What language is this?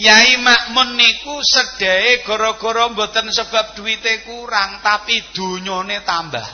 Javanese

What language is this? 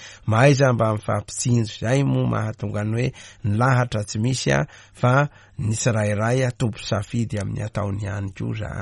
Malagasy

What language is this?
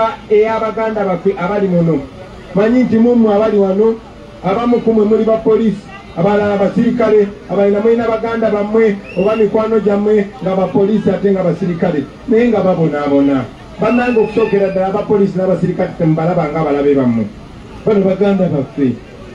Ganda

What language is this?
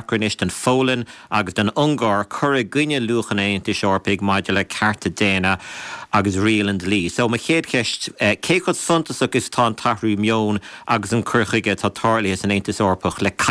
Irish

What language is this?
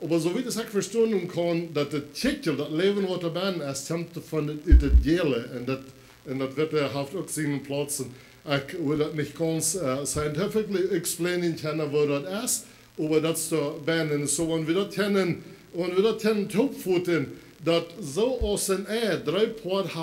Plautdietsch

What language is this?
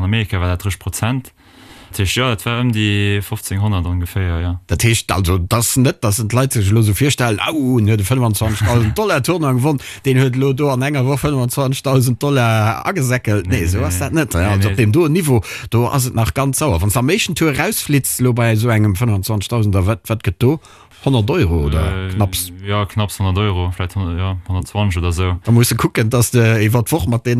Luxembourgish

